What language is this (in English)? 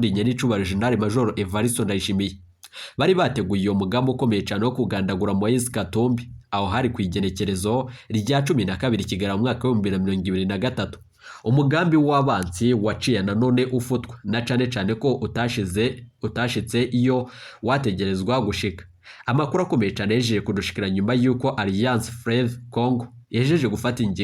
Rundi